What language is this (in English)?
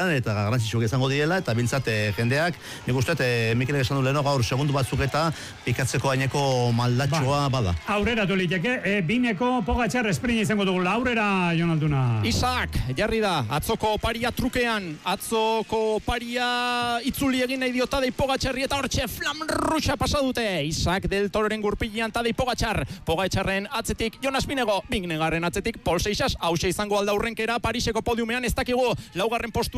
Basque